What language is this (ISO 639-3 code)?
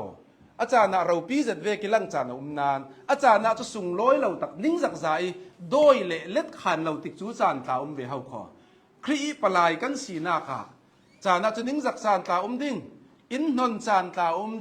cnh